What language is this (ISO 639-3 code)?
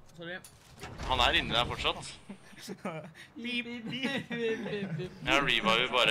nor